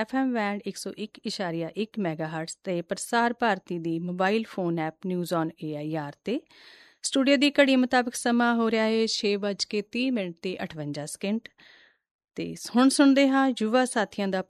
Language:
Punjabi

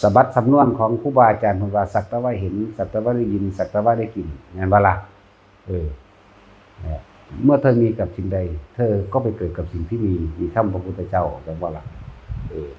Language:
Northeastern Thai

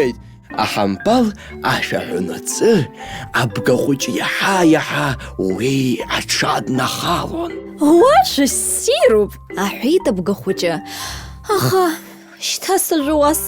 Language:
Abkhazian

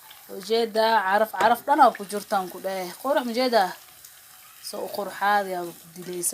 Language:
Somali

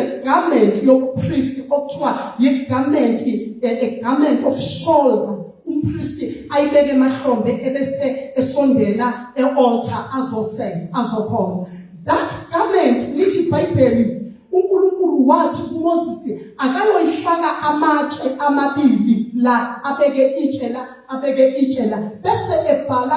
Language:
Zulu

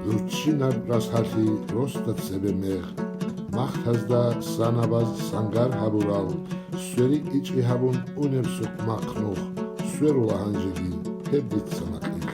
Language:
Avaric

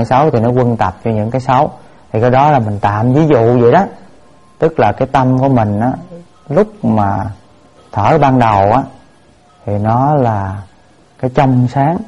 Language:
Vietnamese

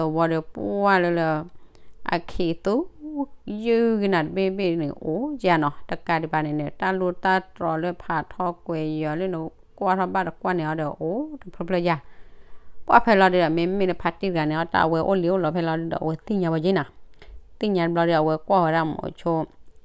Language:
S'gaw Karen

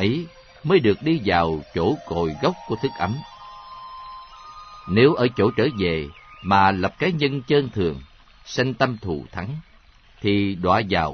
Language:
Vietnamese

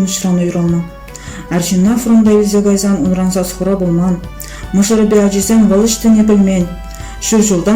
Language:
Chuvash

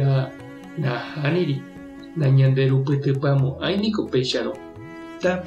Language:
Guarani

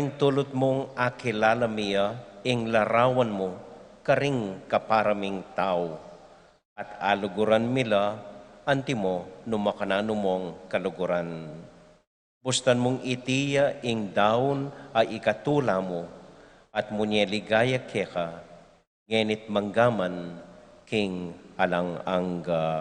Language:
Pampanga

